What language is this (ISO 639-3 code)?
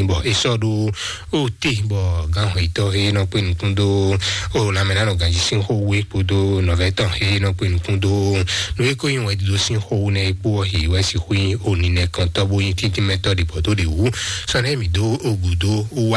fon